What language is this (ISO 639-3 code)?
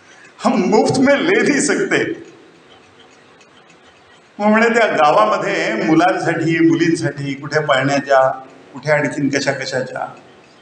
mar